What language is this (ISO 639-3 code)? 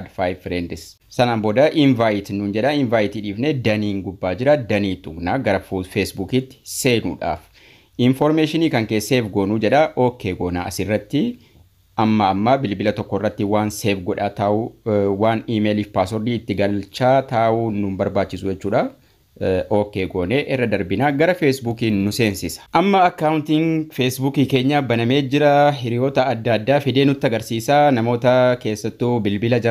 orm